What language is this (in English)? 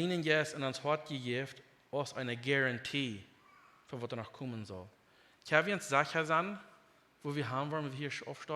Plautdietsch